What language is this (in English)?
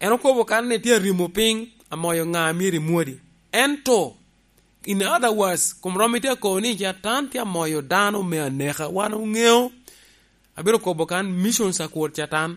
Lango (Uganda)